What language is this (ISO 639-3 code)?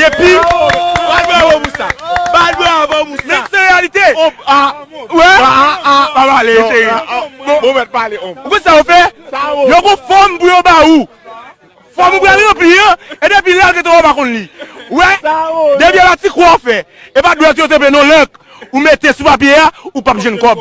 hat